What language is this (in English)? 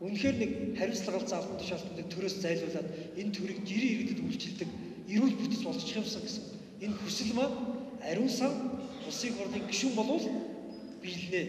Mongolian